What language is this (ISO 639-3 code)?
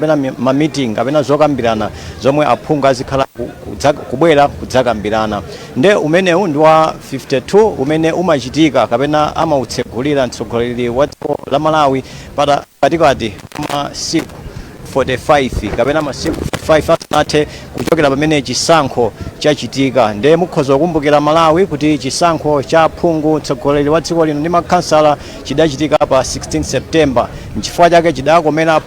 nya